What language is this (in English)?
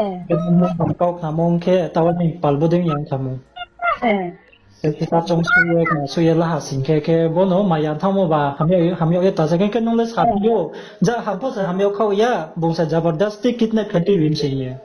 Riang (India)